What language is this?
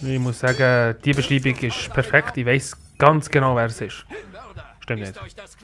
Swiss German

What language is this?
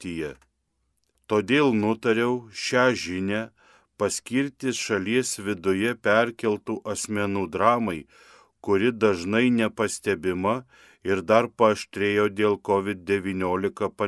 Lithuanian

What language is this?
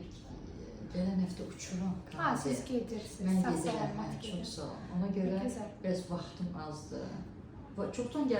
Azerbaijani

